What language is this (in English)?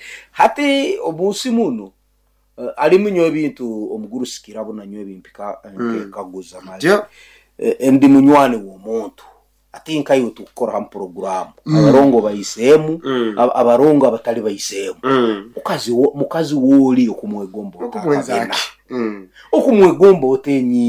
Nyoro